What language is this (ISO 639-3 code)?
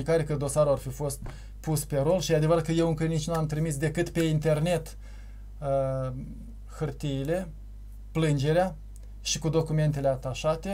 ron